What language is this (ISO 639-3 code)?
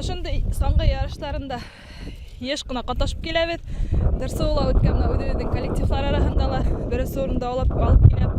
bak